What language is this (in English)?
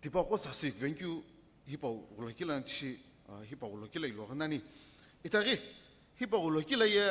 Sumi Naga